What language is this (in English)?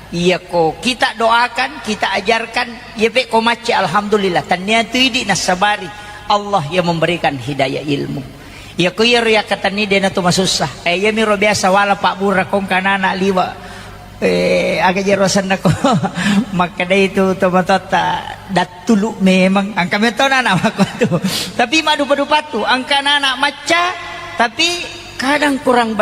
Buginese